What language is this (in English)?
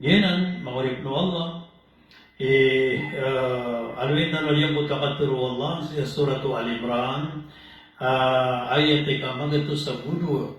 Maranao